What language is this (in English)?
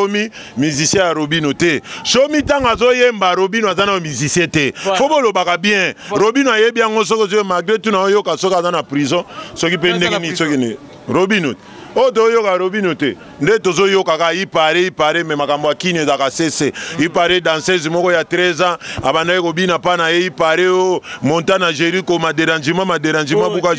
Lingala